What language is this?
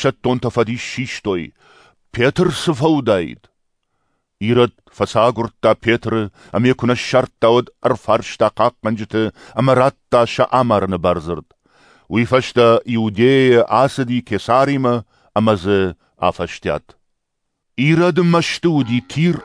Ossetic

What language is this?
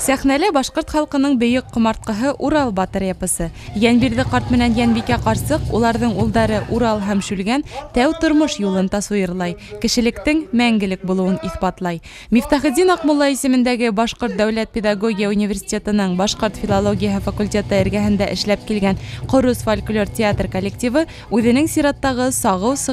Bashkir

